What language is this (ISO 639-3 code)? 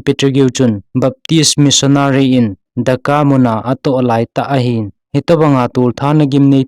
tcz